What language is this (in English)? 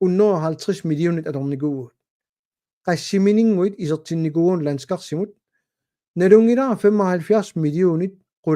Kalaallisut